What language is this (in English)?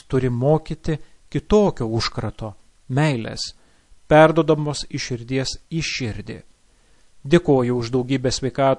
Lithuanian